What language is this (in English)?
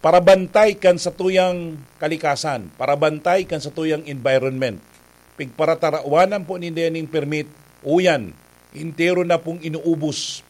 Bikol